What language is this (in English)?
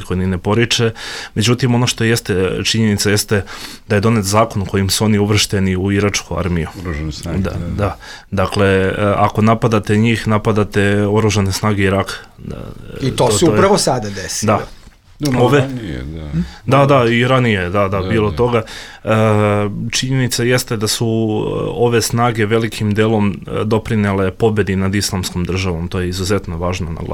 Bosnian